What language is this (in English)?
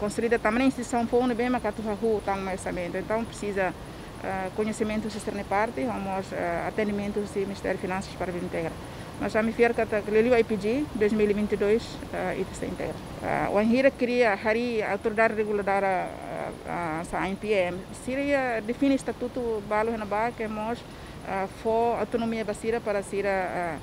Tetum